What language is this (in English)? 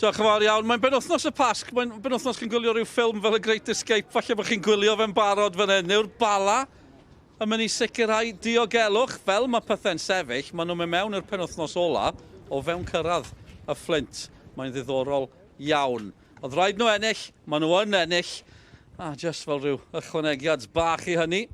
Welsh